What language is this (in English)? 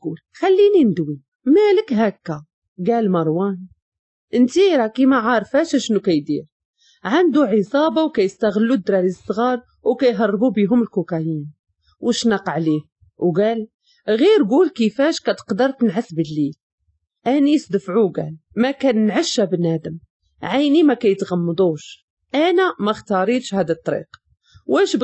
Moroccan Arabic